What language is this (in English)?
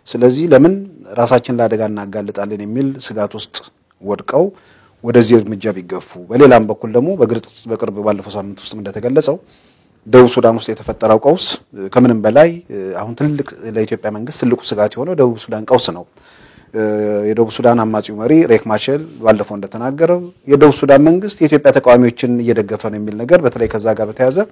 Amharic